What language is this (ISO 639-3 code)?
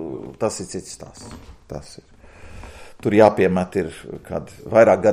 lav